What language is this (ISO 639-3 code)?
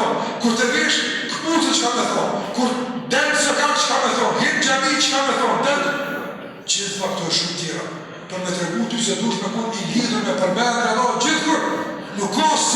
sqi